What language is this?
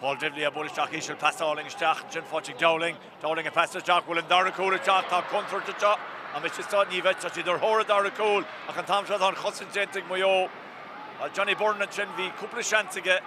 Irish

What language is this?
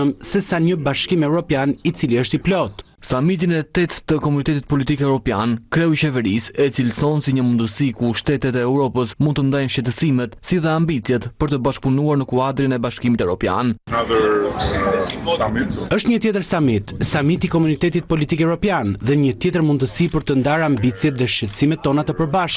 Albanian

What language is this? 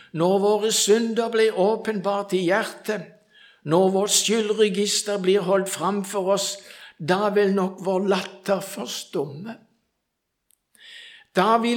Norwegian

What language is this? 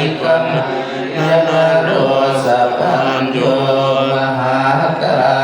Pali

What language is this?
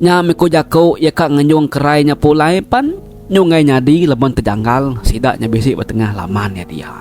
Iban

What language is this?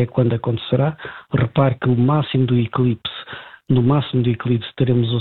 Portuguese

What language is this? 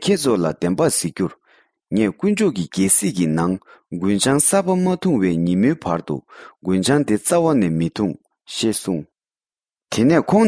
Tibetan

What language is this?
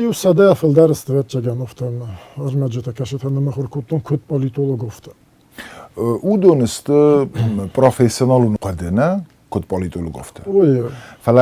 Ossetic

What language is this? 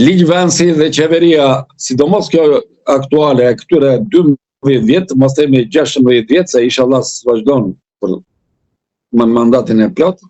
Albanian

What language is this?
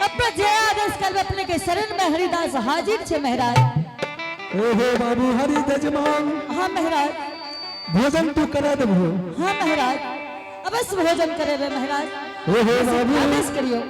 Angika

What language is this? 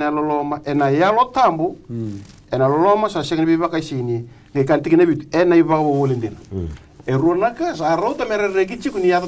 Fijian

